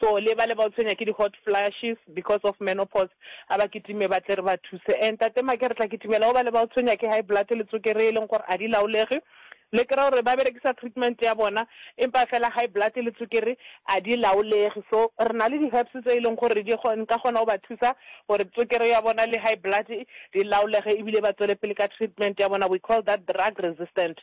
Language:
Northern Sotho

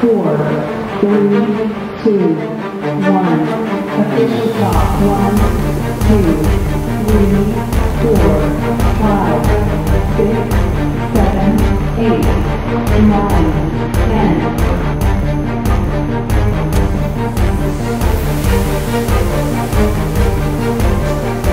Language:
Finnish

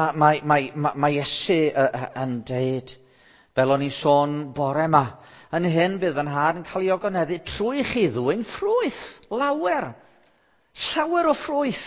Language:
Welsh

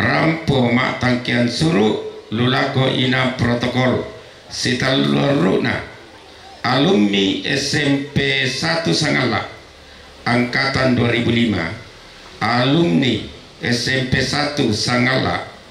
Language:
Toraja-Sa'dan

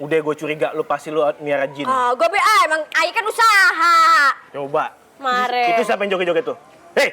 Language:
Betawi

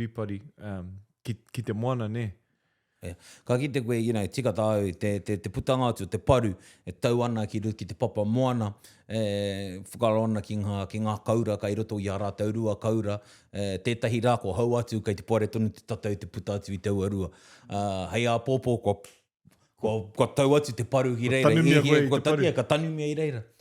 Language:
Māori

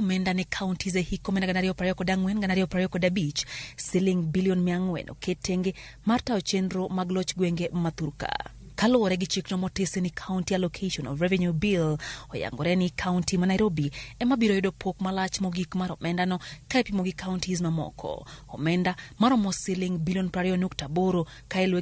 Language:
Luo (Kenya and Tanzania)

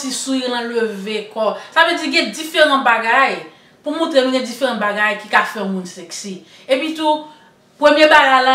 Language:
Haitian Creole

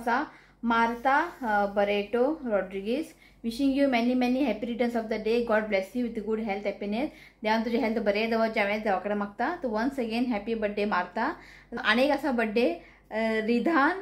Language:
Konkani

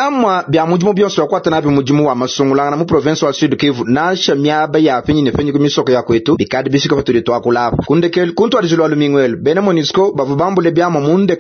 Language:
Luba-Lulua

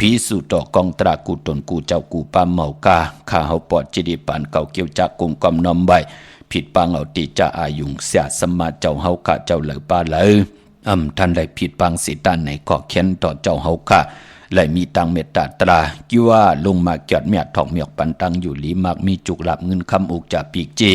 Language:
Shan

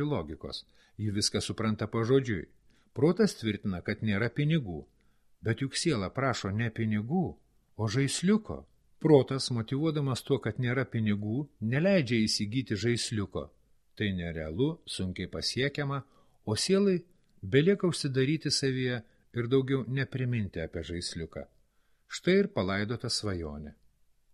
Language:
Lithuanian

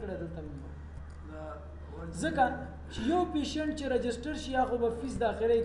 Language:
Pashto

